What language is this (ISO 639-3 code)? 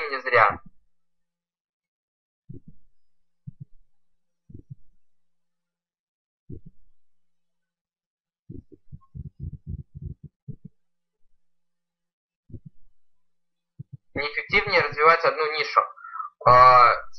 rus